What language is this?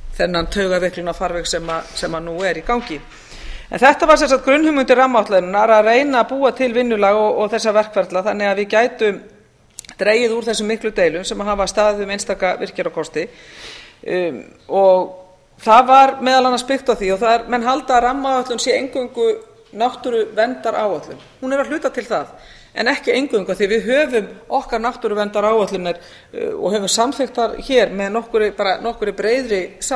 Icelandic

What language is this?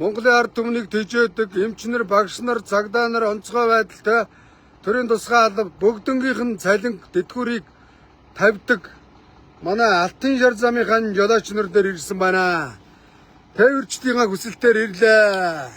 Mongolian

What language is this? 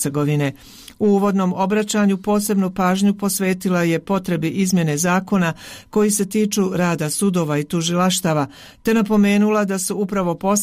Bosnian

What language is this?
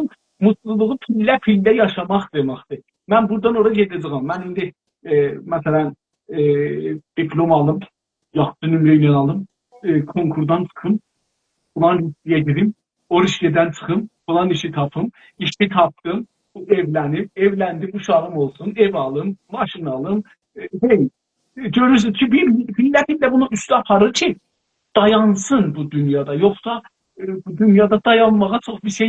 South Azerbaijani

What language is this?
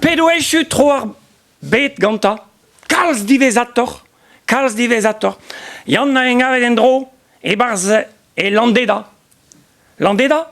Breton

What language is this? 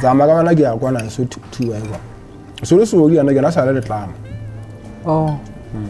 Southern Sotho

